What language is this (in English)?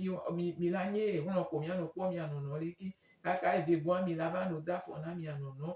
Gen